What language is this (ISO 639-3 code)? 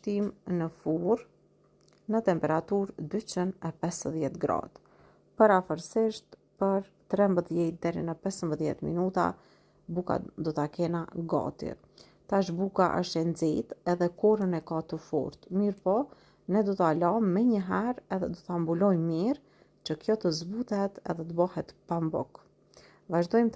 sqi